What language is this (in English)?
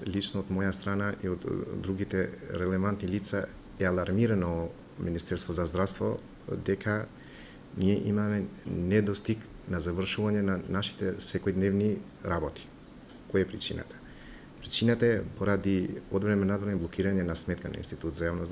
Macedonian